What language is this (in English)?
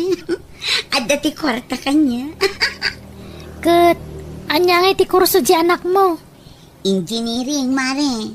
Iloko